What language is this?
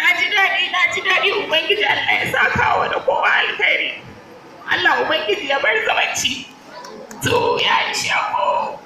Hausa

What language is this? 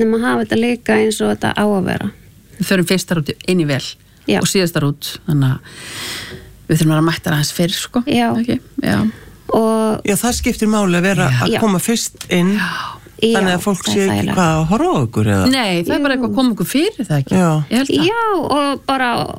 Icelandic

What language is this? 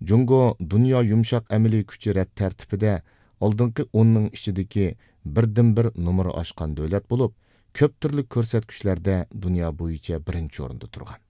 Uyghur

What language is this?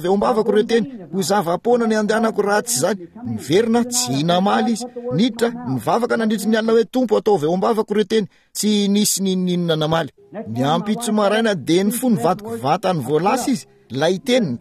Malagasy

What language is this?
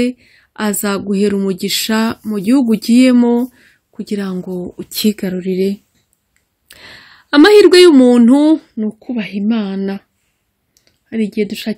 Kinyarwanda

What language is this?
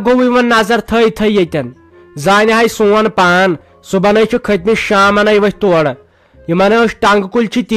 Kashmiri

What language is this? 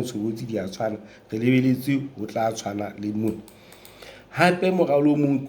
Southern Sotho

